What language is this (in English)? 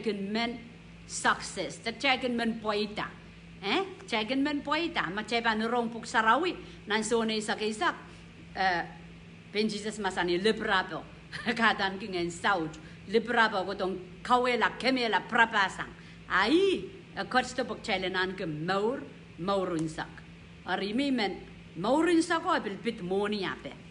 Pohnpeian